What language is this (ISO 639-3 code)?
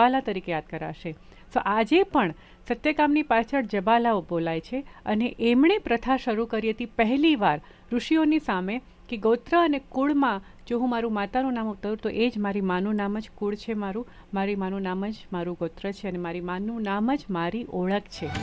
guj